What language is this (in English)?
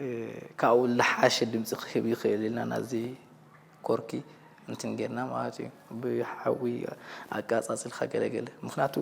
Tigrinya